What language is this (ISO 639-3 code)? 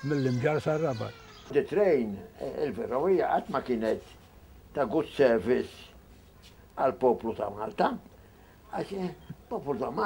mlt